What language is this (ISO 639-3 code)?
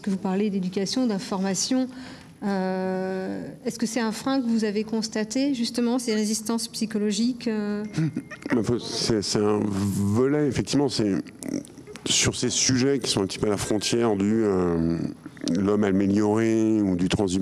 fra